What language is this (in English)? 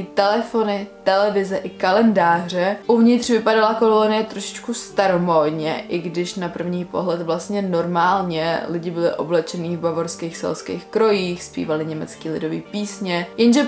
Czech